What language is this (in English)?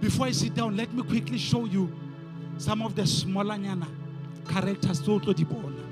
Southern Sotho